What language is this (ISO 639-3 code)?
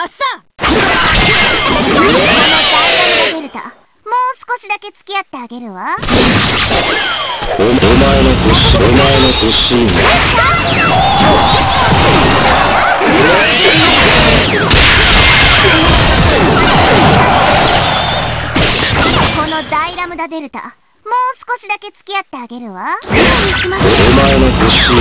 jpn